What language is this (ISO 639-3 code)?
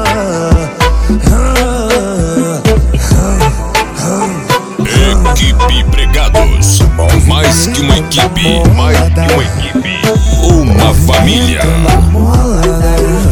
por